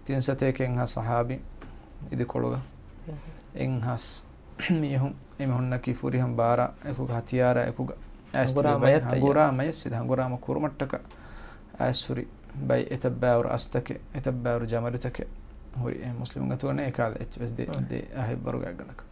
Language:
Divehi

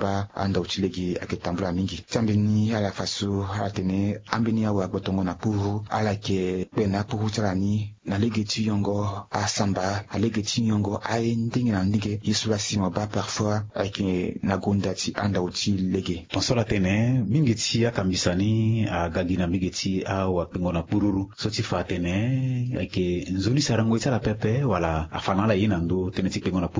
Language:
Sango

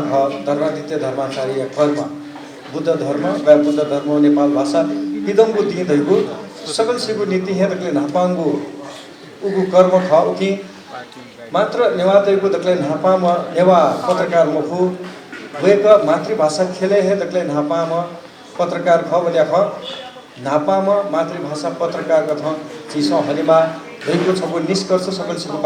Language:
Newari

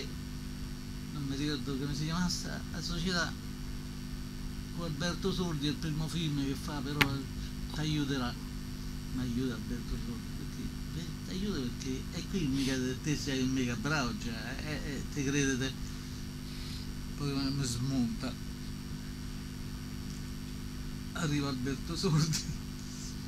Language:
Italian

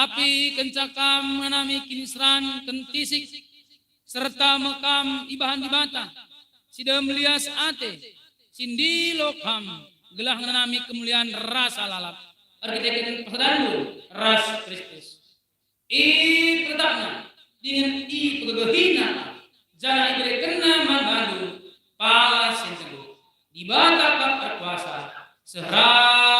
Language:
Batak Karo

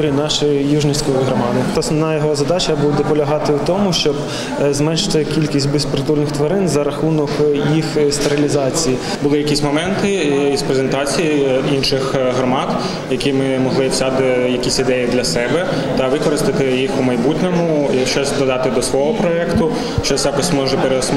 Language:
Ukrainian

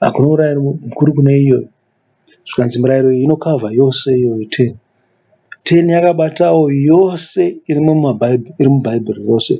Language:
Shona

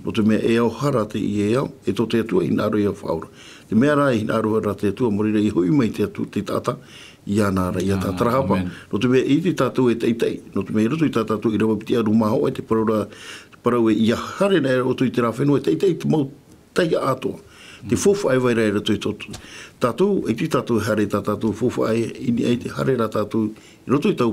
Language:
Tahitian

